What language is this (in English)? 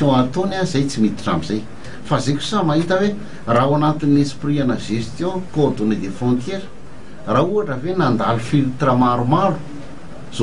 Malagasy